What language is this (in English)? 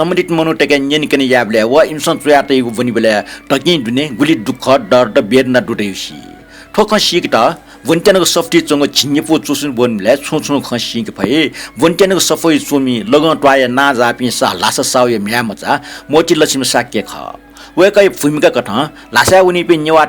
Newari